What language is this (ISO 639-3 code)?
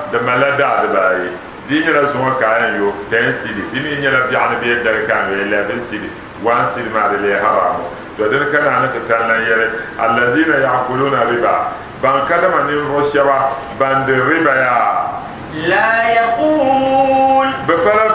dag